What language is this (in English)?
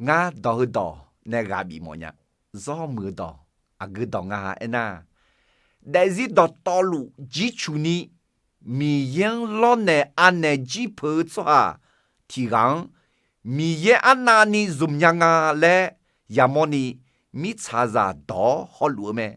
Akha